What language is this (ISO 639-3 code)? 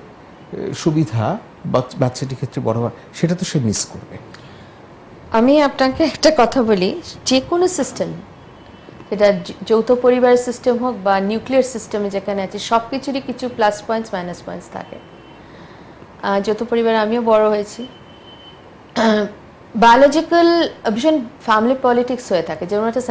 ben